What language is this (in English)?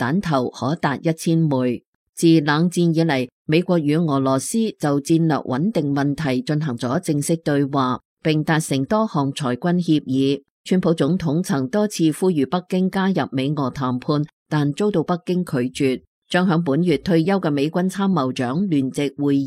Cantonese